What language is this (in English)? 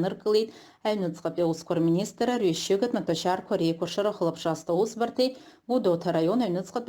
Abkhazian